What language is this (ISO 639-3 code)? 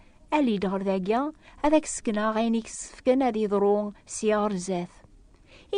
kab